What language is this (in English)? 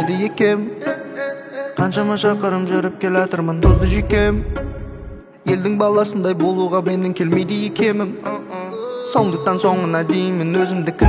Kazakh